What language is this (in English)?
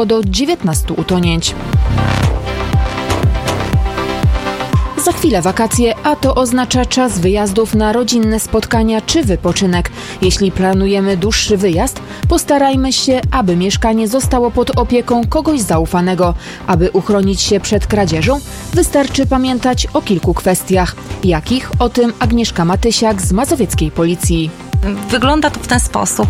Polish